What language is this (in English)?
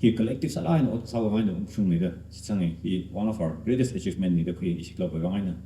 Tangkhul Naga (India)